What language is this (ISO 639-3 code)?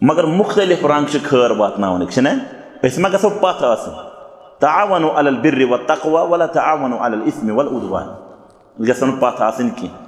kas